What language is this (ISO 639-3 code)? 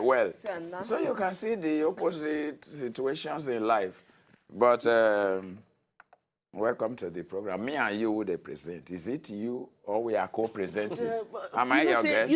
pcm